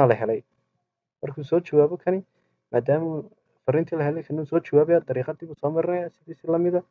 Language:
Somali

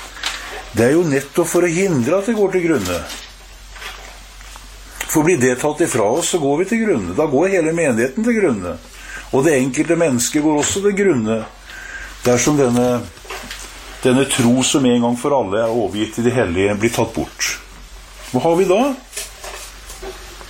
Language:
Norwegian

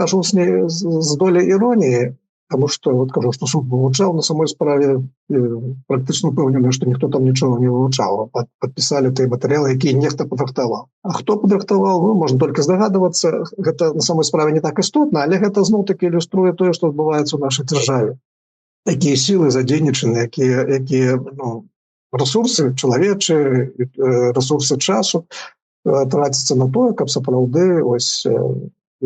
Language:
Belarusian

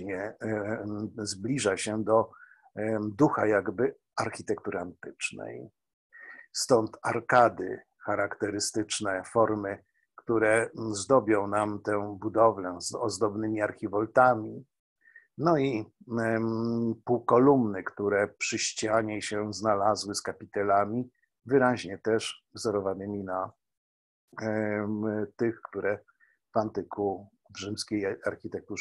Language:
Polish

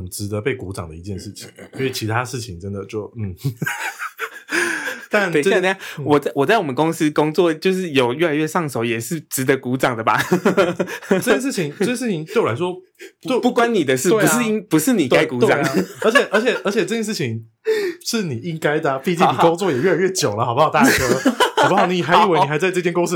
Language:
Chinese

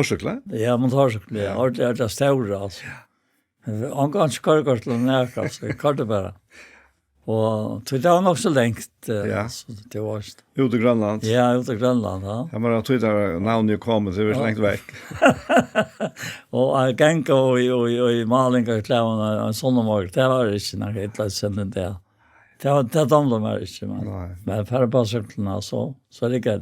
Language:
Faroese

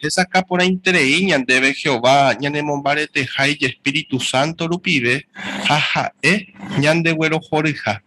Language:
Guarani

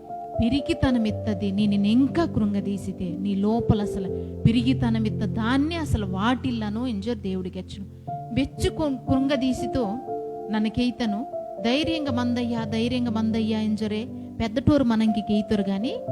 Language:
Koya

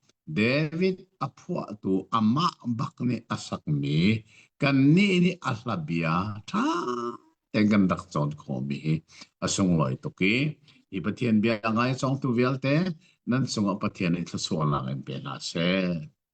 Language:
Hakha Chin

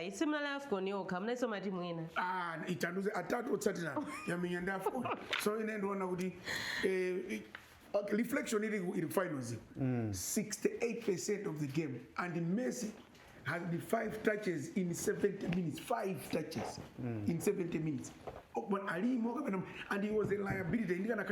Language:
Nyanja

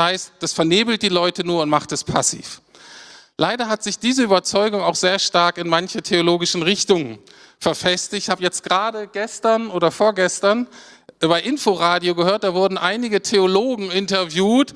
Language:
German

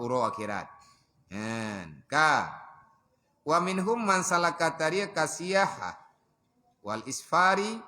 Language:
Achinese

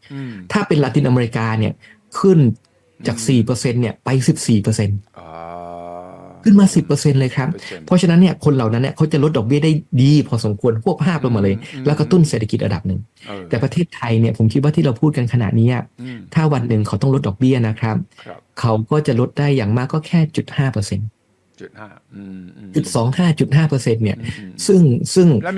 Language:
Thai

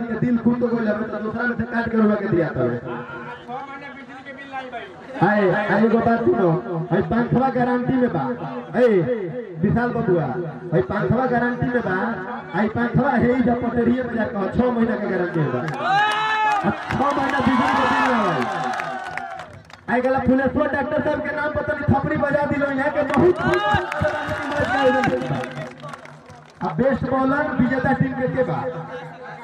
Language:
Bhojpuri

